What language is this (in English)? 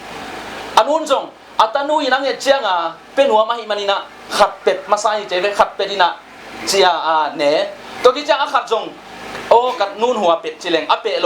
Tedim Chin